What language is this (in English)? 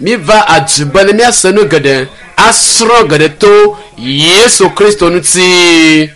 Ewe